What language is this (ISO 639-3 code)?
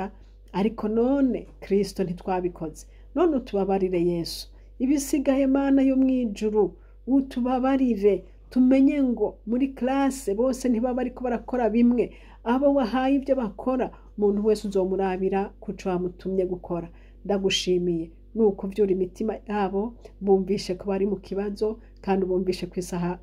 run